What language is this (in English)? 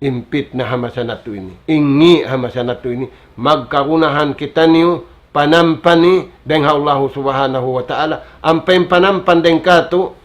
Tausug